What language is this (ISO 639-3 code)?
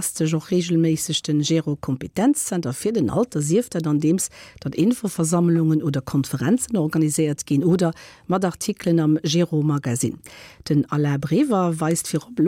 ltz